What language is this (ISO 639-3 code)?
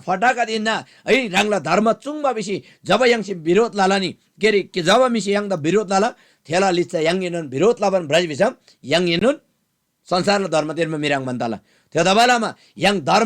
taj